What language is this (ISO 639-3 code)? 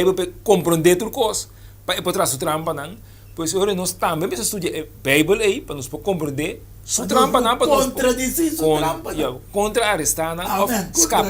pap